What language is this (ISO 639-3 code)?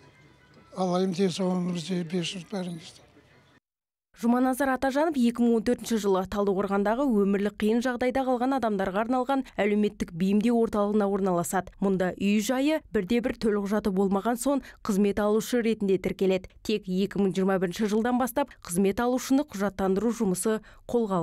kaz